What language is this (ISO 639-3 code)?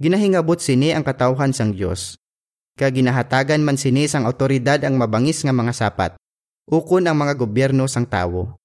hil